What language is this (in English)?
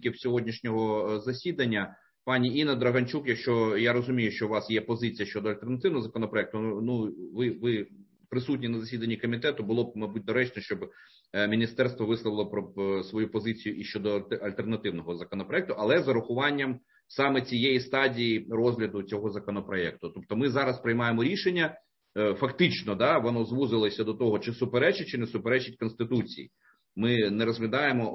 Ukrainian